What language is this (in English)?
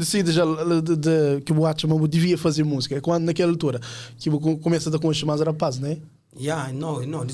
Kabuverdianu